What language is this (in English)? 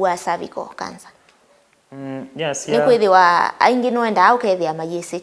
Kamba